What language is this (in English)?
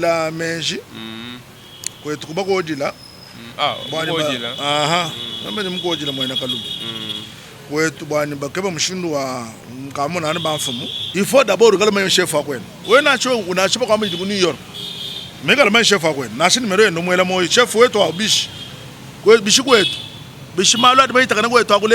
Luba-Lulua